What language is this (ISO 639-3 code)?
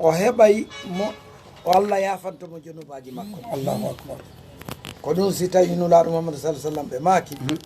ful